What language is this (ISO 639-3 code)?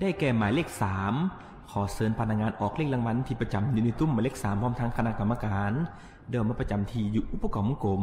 lao